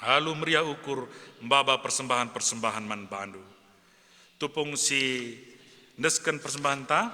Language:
Batak Karo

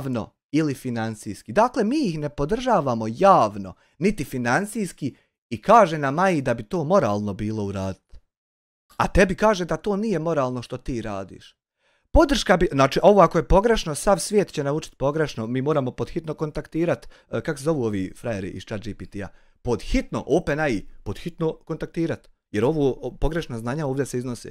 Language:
Bosnian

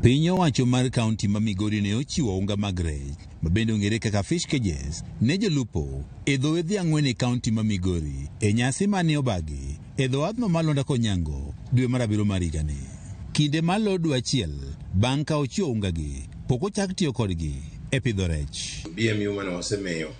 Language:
Luo (Kenya and Tanzania)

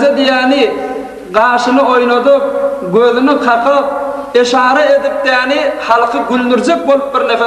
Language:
Turkmen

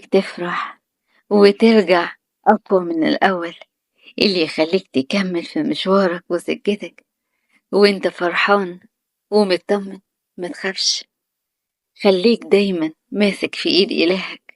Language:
Egyptian Arabic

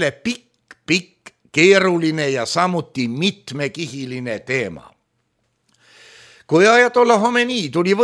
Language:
Estonian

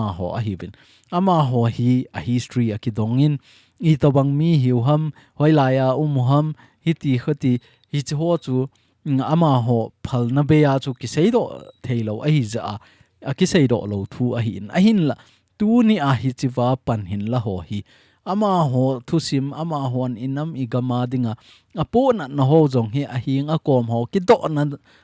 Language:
Thado Chin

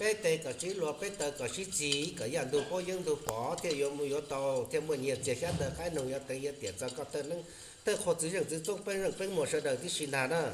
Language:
Hmong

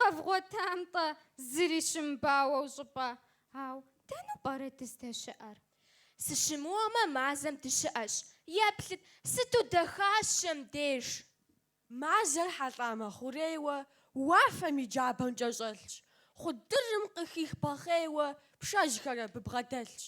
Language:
Kabardian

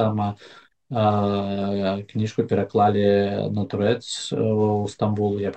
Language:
Belarusian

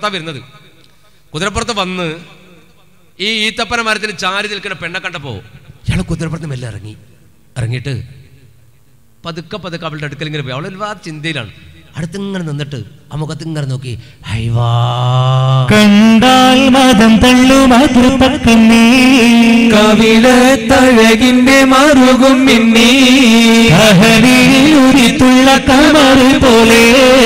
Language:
Malayalam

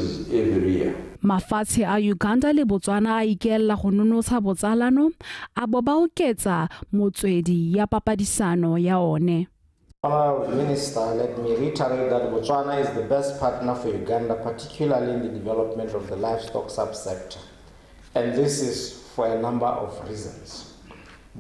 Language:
Tswana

